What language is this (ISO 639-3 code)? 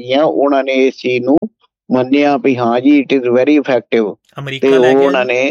pan